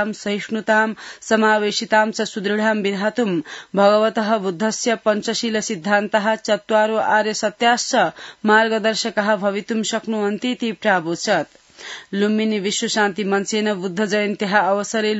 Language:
Sanskrit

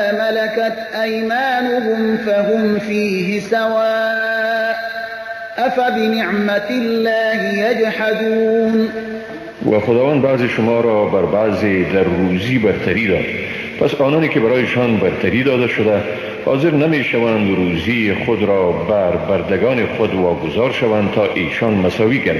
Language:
Persian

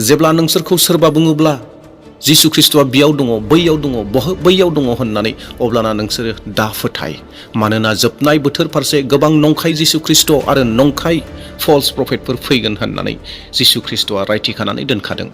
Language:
Bodo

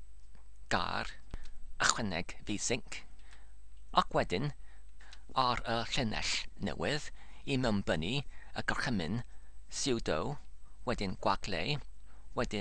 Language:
Welsh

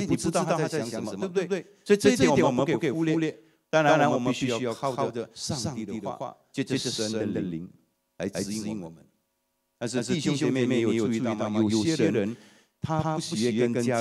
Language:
Chinese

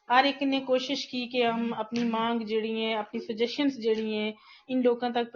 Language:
Gujari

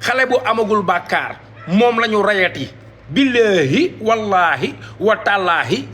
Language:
Wolof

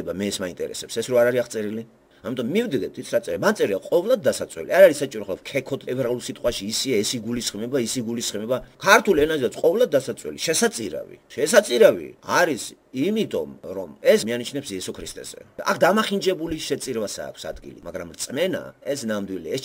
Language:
Georgian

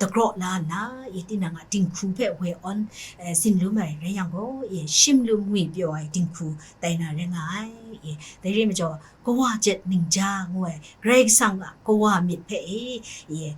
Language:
Kachin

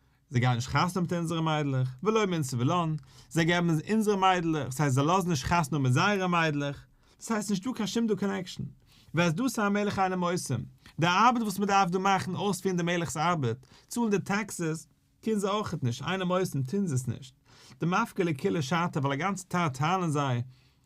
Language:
Yiddish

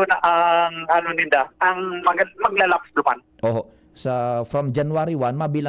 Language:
Bikol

